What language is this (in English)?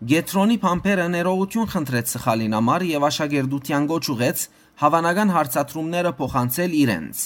Western Armenian